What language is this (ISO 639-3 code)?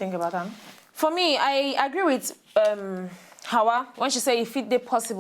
pcm